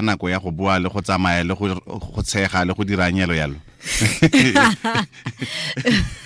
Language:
Tswana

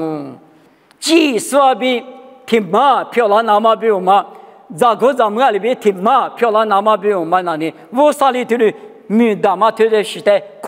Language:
Lisu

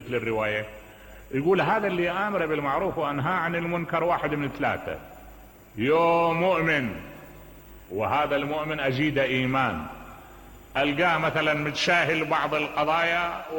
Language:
Mesopotamian Arabic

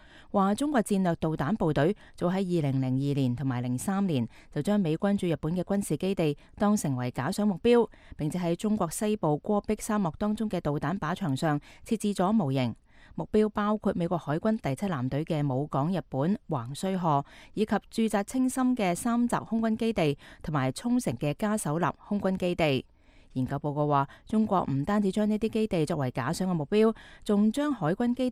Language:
Cantonese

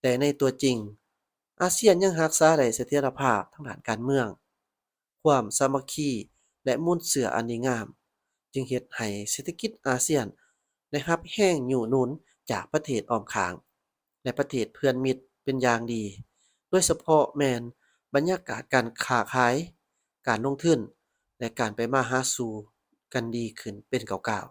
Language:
Lao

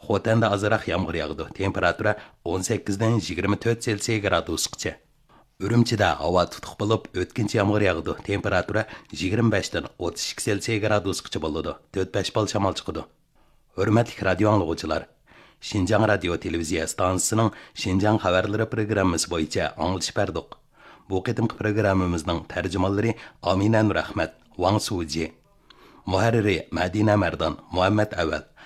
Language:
Uyghur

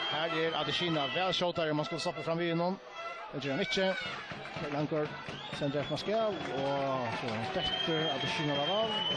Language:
Faroese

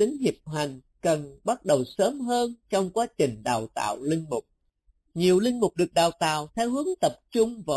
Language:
Vietnamese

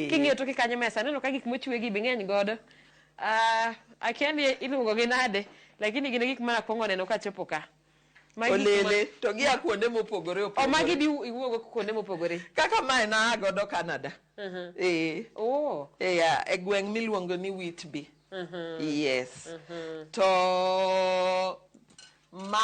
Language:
Luo (Kenya and Tanzania)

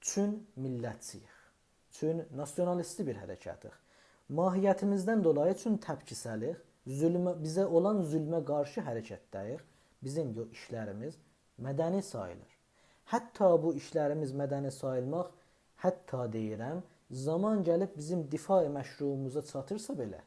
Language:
South Azerbaijani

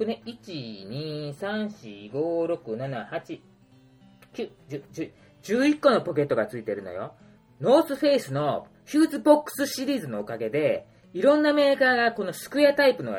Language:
Japanese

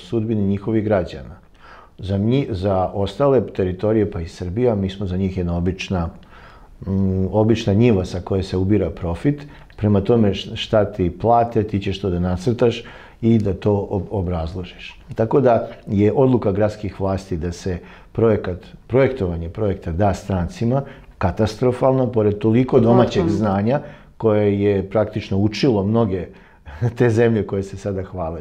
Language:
Serbian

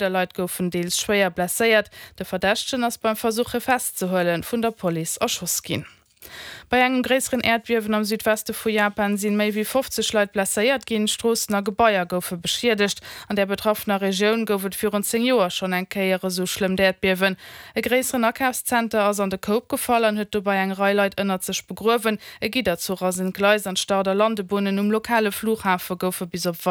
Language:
Luxembourgish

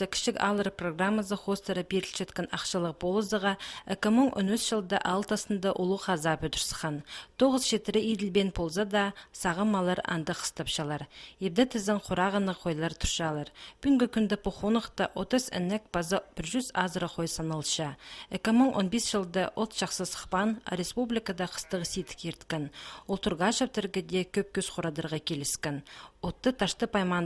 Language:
Khakas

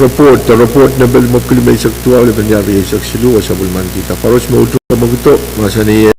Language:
Pohnpeian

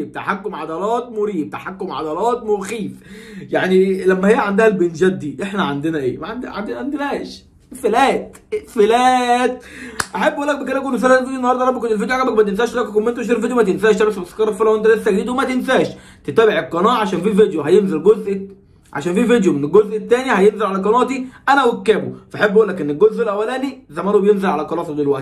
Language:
Egyptian Arabic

